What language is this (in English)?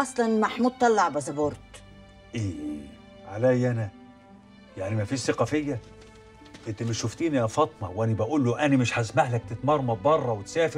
Egyptian Arabic